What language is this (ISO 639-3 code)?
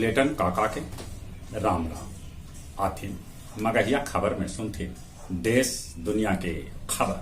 mag